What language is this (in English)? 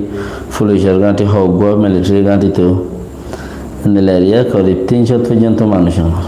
Rohingya